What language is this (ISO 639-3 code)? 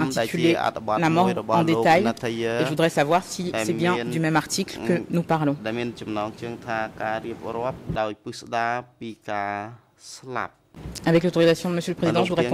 fra